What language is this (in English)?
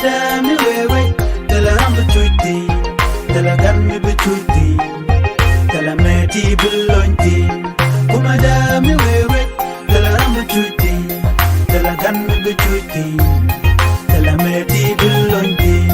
Nuer